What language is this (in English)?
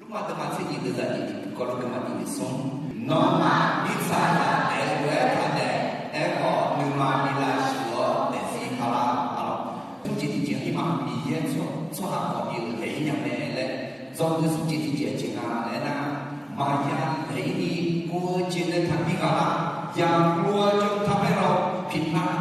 Akha